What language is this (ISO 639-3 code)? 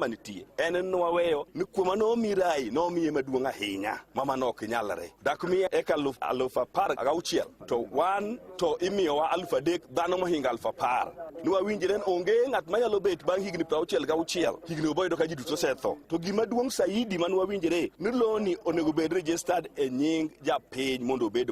luo